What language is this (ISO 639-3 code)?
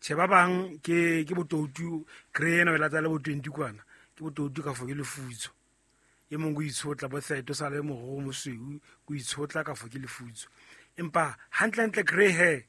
sot